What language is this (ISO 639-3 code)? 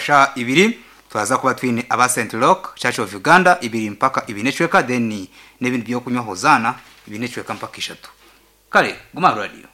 nyn